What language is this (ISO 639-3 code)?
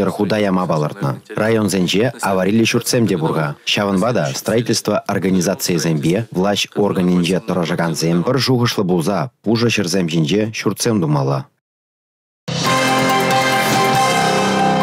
chv